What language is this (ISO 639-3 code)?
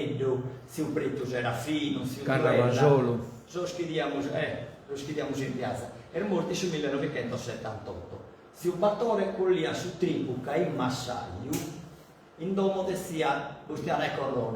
srd